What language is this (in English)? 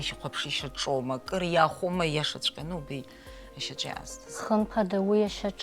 Abkhazian